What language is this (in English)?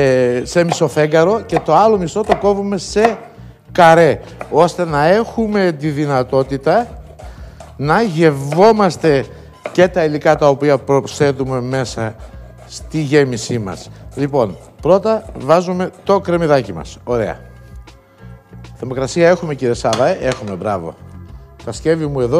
Greek